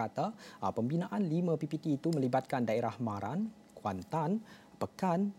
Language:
Malay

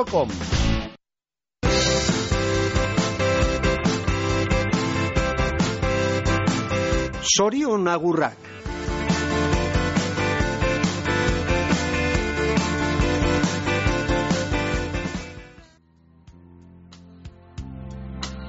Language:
Basque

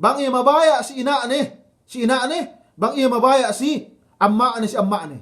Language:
Yakan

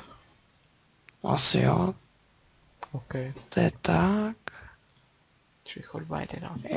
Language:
Czech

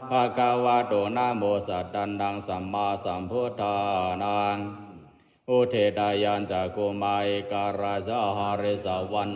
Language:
Pali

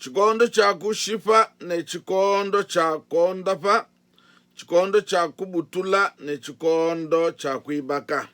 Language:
Luba-Lulua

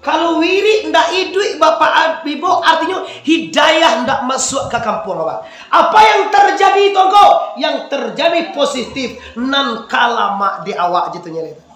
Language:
Minangkabau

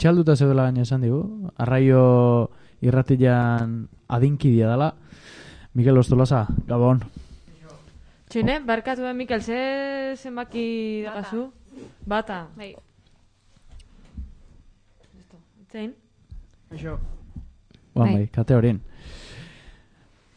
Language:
Basque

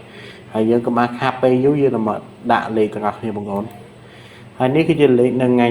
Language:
Khmer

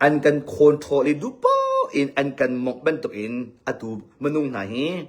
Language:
Hakha Chin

